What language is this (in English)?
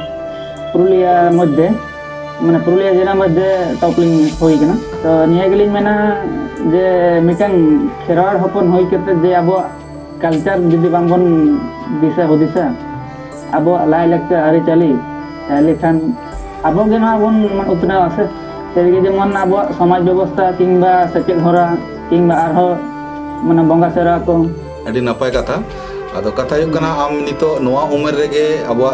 Santali